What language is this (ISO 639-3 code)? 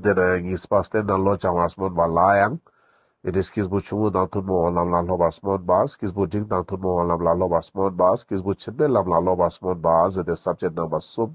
lbj